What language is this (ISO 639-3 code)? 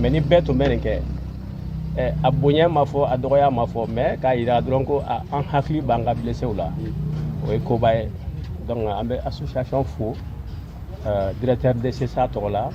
bam